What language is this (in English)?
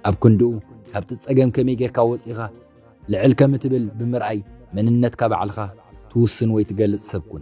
Tigrinya